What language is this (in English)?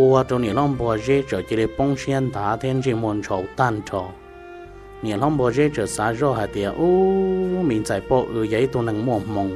Hmong